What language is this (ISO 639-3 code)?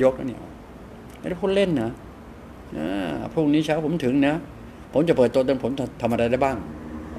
tha